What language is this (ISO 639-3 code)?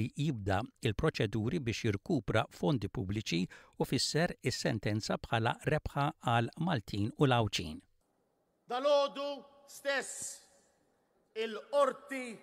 mlt